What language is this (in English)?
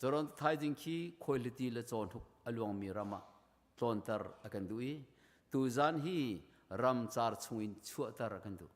Hakha Chin